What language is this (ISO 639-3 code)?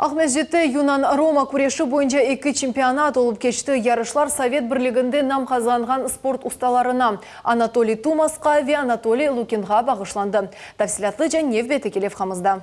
crh